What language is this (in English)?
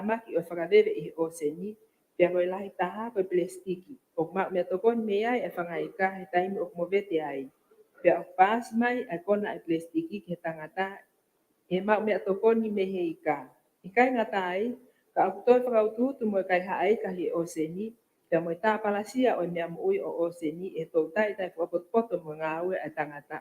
Tongan